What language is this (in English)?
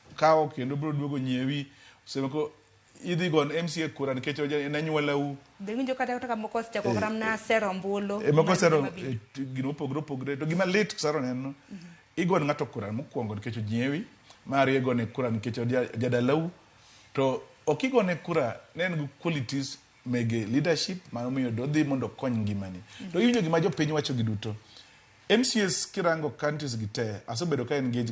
Luo (Kenya and Tanzania)